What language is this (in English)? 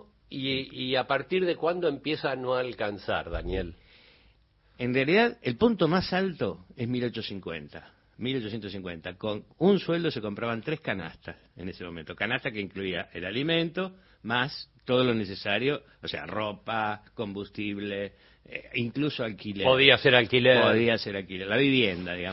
Spanish